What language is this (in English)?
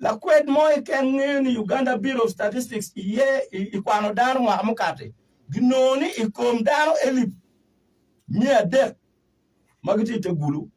Acoli